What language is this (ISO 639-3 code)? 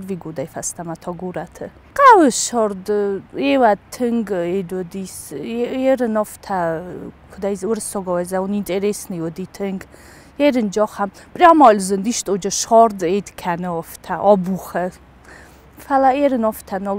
oss